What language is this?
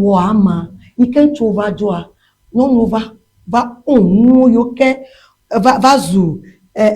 Ewe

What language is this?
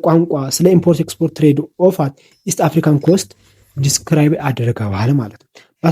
Amharic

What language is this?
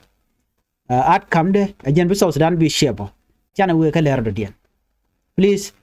Nuer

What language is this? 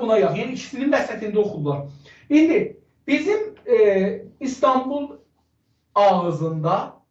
South Azerbaijani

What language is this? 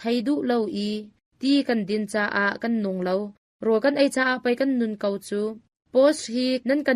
Hakha Chin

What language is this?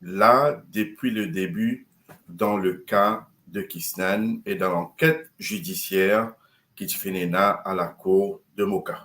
Morisyen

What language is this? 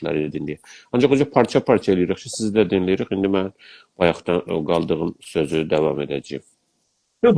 South Azerbaijani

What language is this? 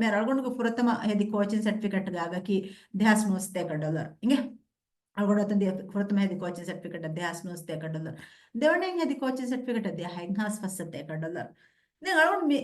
Divehi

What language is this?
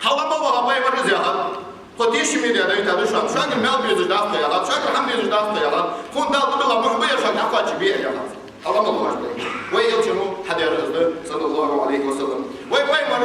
Ingush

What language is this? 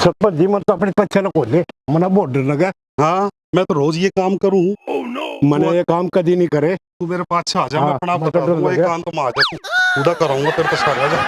Haryanvi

